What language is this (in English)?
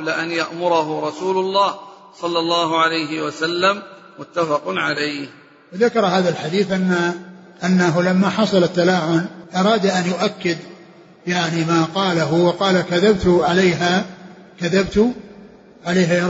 Arabic